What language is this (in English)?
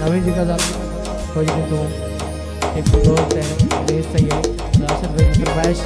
Saraiki